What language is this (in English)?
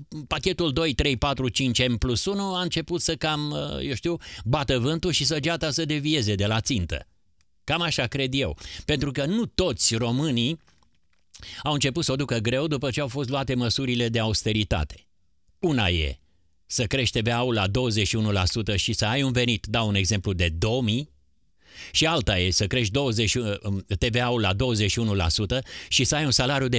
Romanian